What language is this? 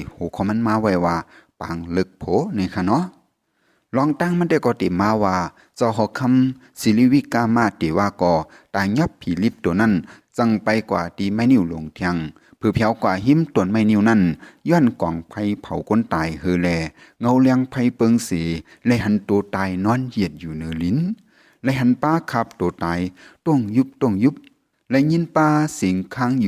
Shan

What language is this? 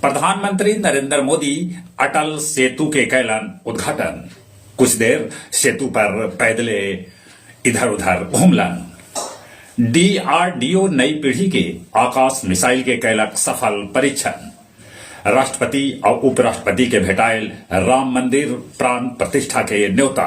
Magahi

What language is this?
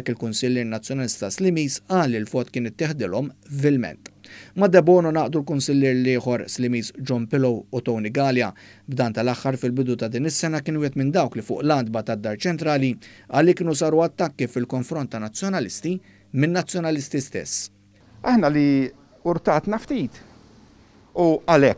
Maltese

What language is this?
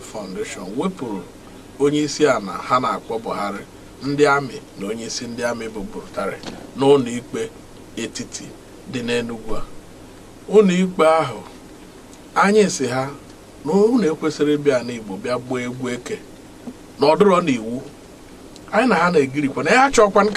Igbo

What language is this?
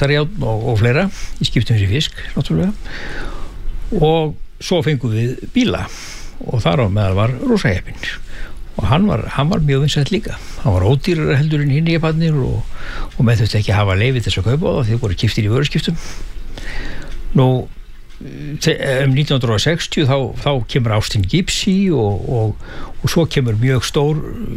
Icelandic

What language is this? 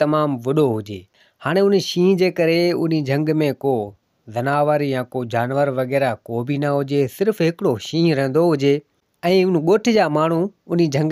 Sindhi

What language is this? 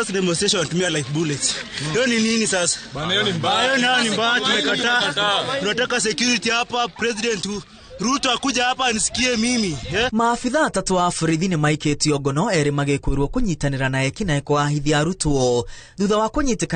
Kikuyu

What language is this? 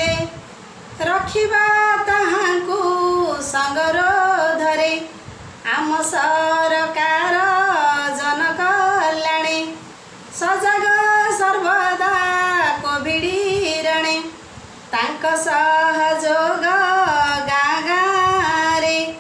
Odia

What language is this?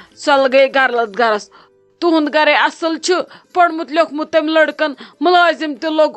Kashmiri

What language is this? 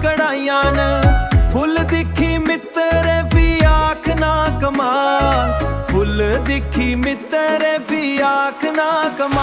Dogri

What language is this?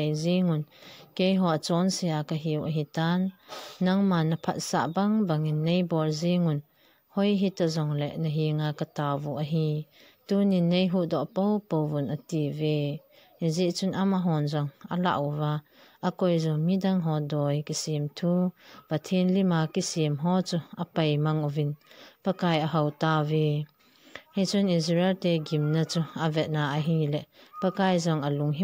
Thado Chin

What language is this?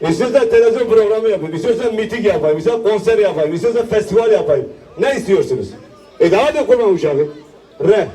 Kurdish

